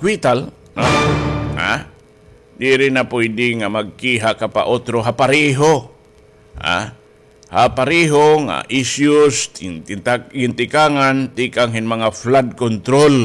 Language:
Waray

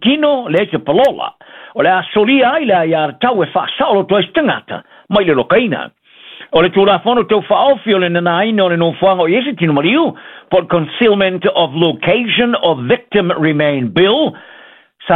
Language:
Samoan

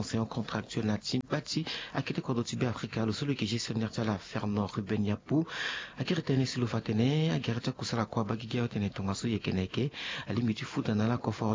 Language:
Sango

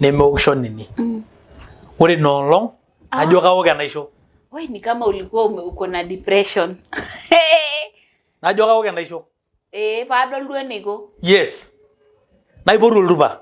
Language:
Masai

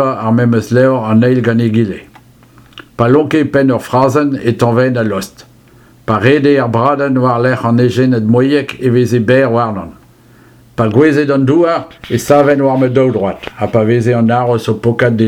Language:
Breton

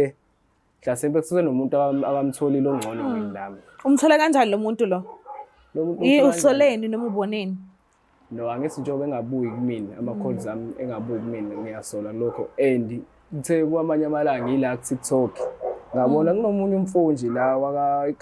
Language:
Zulu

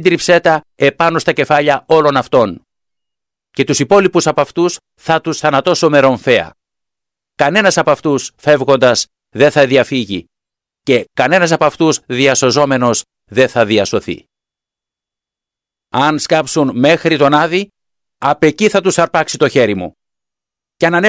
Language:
Greek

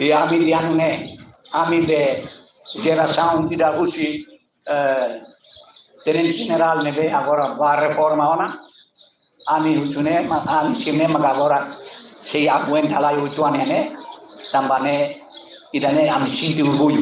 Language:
Tetum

